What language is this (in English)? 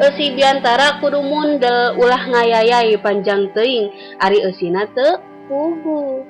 Sundanese